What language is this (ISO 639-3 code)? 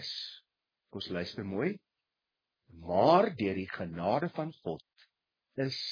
afr